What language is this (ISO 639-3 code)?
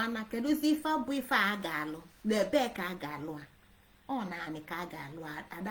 ibo